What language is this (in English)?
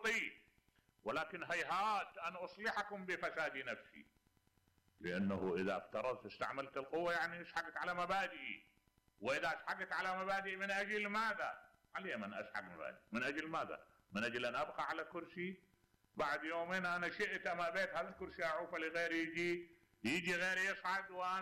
Mesopotamian Arabic